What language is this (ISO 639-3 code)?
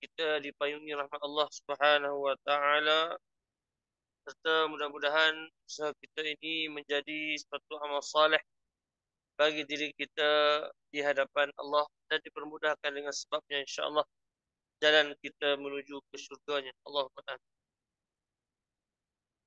msa